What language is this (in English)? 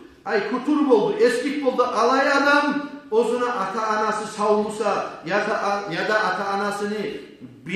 Kumyk